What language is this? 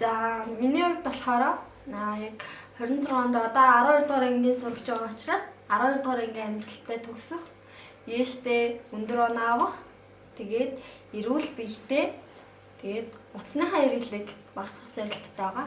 Mongolian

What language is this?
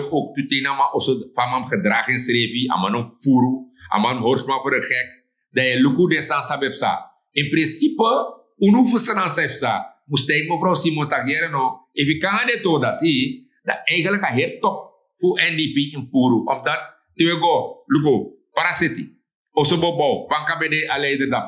Sranan Tongo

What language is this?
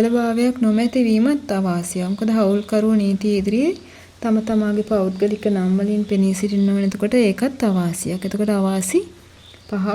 Sinhala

